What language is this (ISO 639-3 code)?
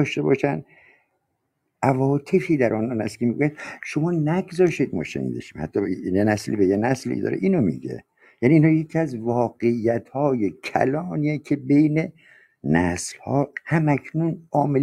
fas